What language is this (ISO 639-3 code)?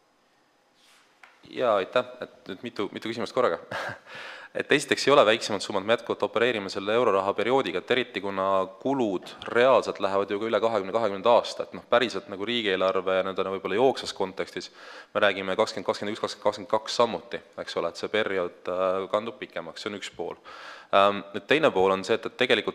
est